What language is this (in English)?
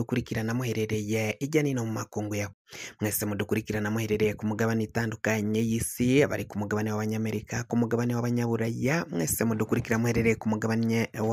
Rundi